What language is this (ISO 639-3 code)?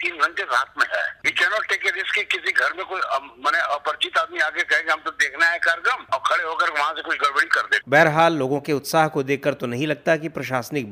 hin